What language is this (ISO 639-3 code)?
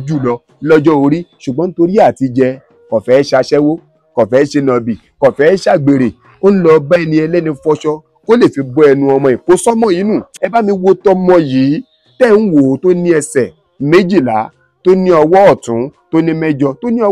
yor